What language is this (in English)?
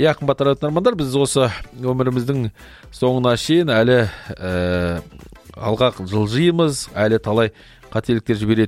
Kazakh